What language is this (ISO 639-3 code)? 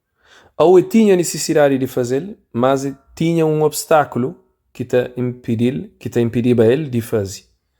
kea